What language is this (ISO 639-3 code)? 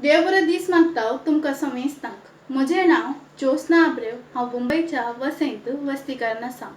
kok